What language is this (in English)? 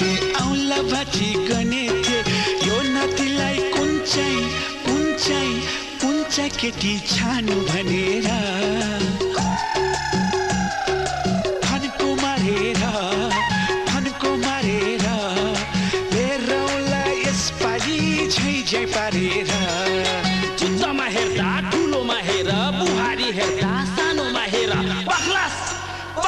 Bhojpuri